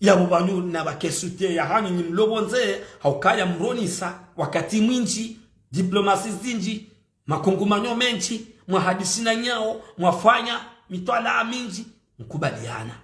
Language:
Ngazidja Comorian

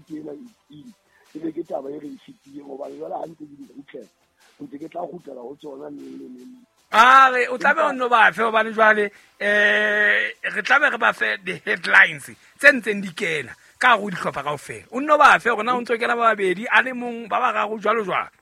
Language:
Southern Sotho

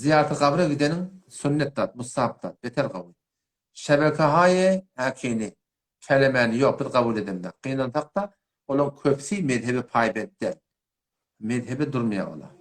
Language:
Turkmen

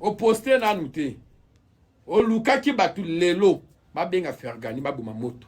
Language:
Lingala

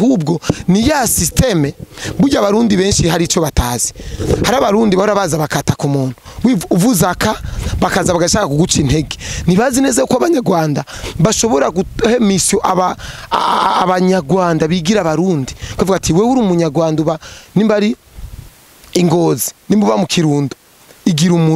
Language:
Rundi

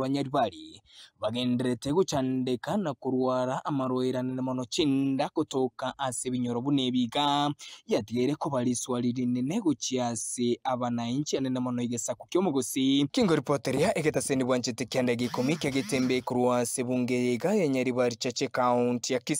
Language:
Gusii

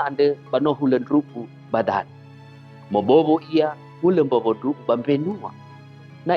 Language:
Nias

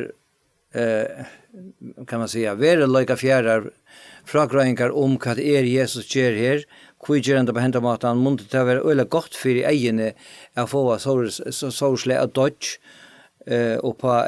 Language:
Faroese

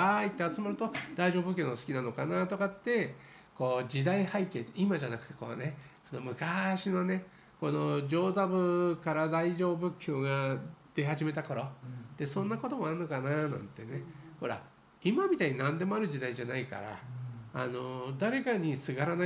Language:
Japanese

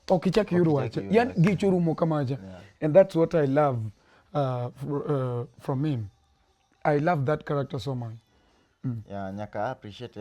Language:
Luo (Kenya and Tanzania)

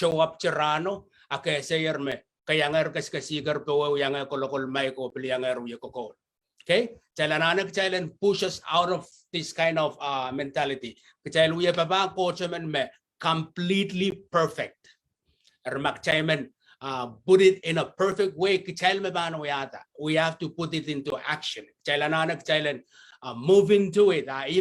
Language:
Pohnpeian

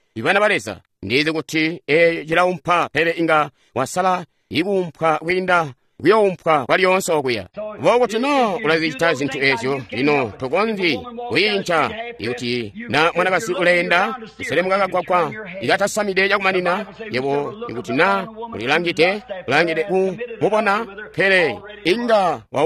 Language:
Tonga (Zambia)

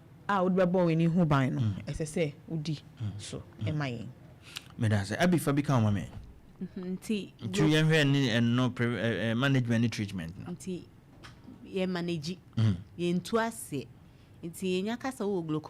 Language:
Akan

